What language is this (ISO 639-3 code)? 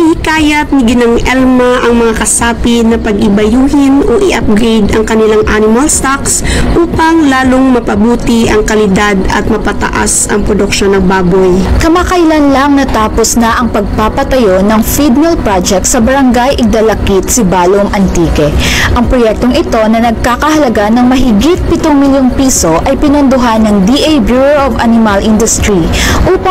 fil